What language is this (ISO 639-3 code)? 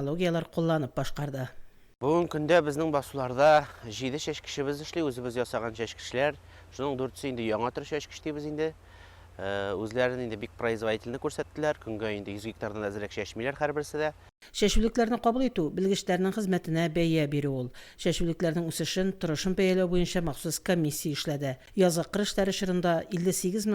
tat